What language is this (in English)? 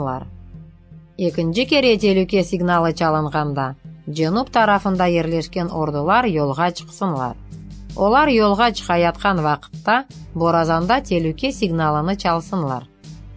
Crimean Tatar